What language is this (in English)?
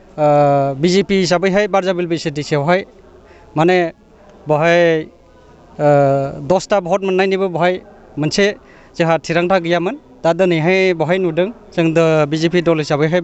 Bodo